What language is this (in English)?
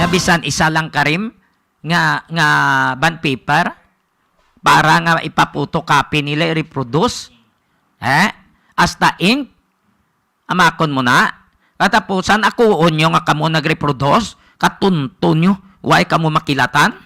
Hiligaynon